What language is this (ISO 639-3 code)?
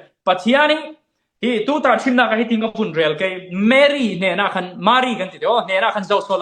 cfm